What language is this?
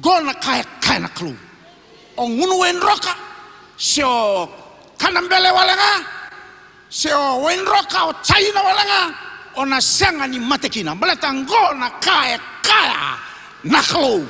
Fijian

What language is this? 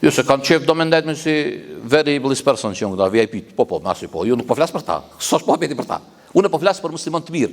Albanian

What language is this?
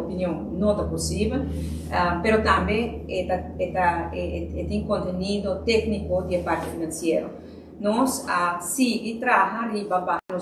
Papiamento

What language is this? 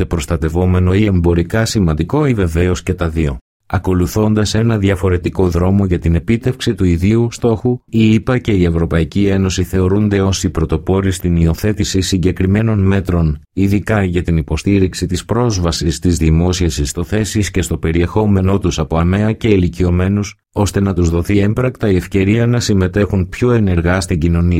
Greek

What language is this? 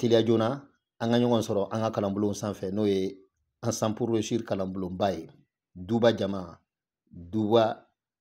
Bambara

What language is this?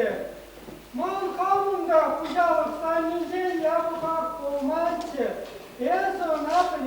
Chuvash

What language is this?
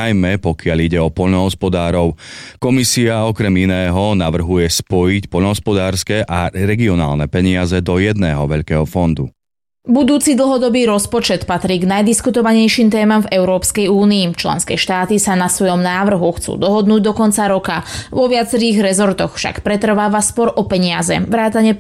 Slovak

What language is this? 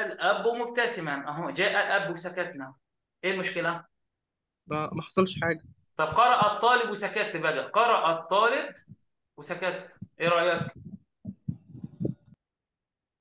Egyptian Arabic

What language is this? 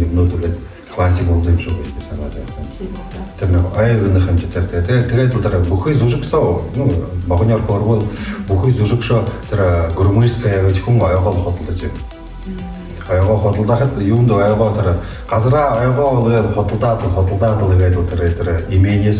Buriat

